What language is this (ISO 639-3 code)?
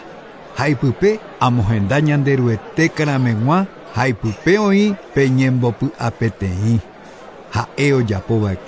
grn